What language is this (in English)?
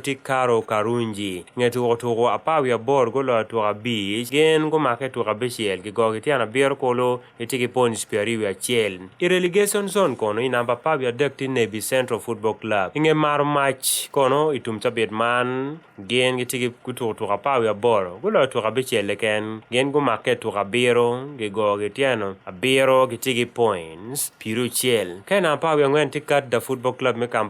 Acoli